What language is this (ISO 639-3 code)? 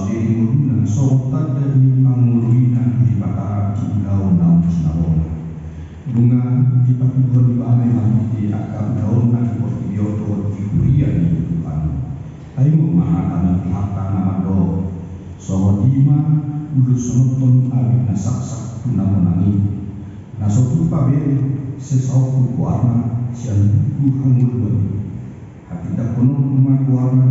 bbc